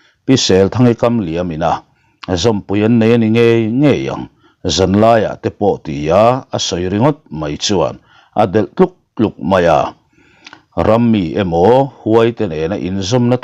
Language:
Mizo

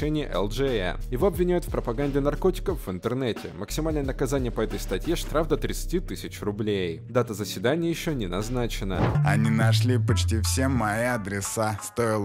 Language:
Russian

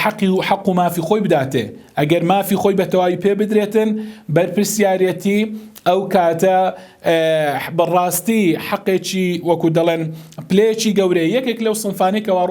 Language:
Central Kurdish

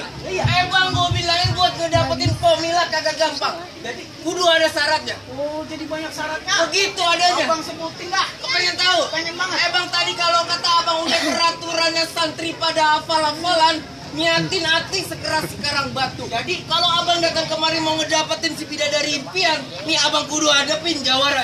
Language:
Betawi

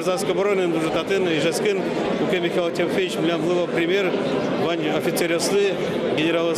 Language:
Udmurt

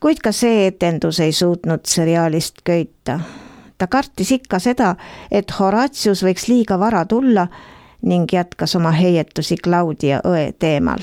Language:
Estonian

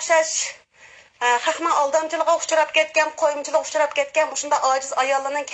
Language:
Uyghur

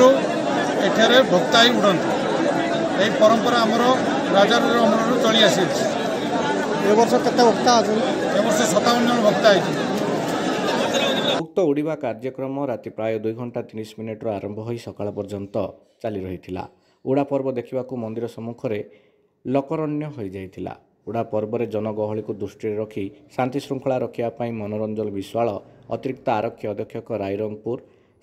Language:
Odia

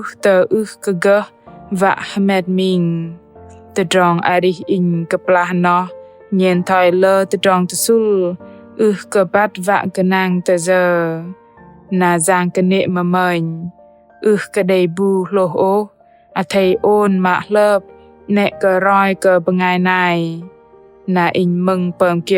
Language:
Bahnar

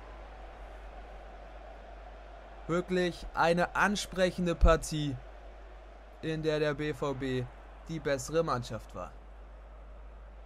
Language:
German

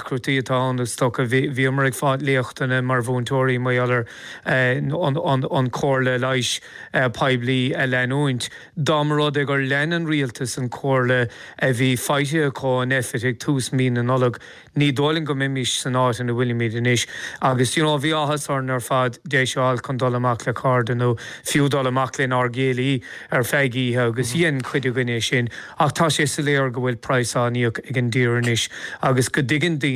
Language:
Irish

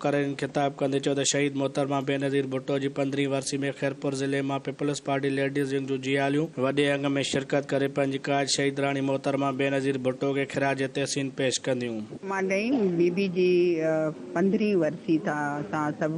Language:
Sindhi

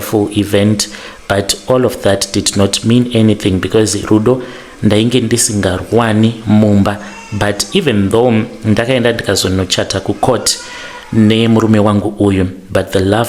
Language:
Shona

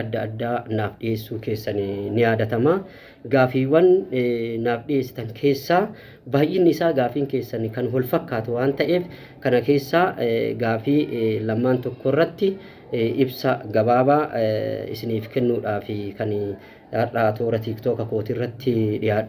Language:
Oromo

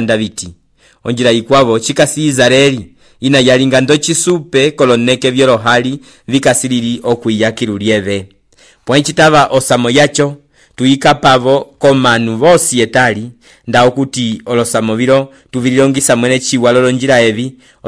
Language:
Umbundu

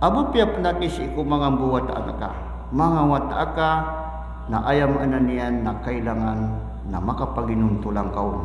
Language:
Maranao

